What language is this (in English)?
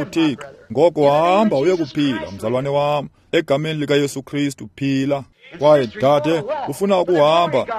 Xhosa